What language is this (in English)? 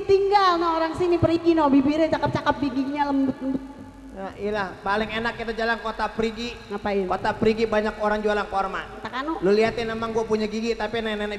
Betawi